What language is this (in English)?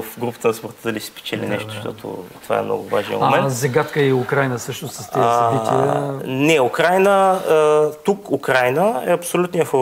Bulgarian